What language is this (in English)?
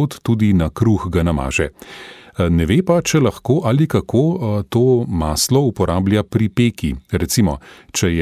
Slovenian